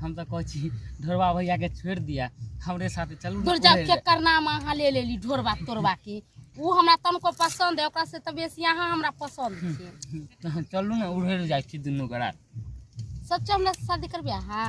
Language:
Maithili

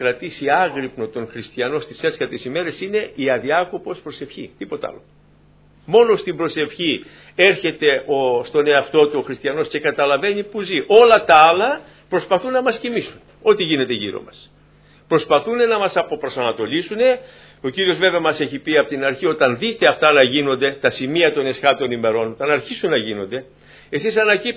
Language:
Greek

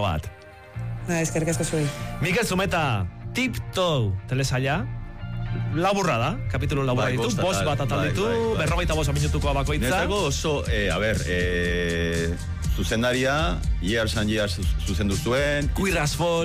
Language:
Basque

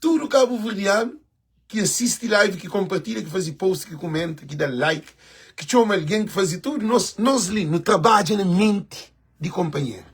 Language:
Kabuverdianu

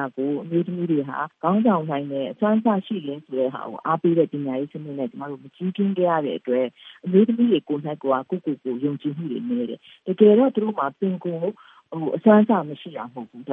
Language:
Burmese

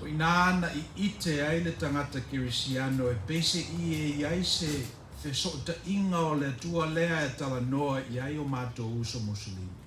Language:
Samoan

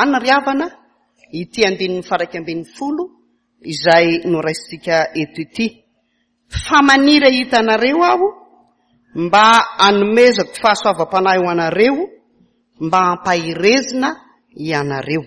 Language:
Malagasy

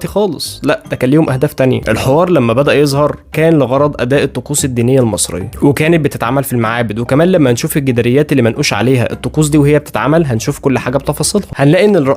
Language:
Egyptian Arabic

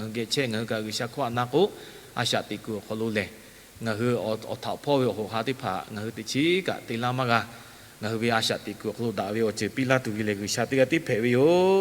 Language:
Lahu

